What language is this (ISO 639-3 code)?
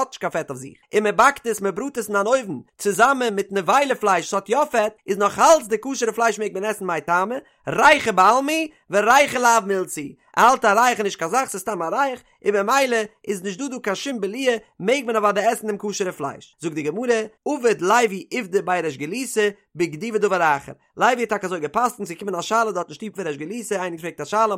yid